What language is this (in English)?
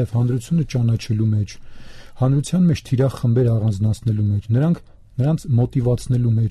Armenian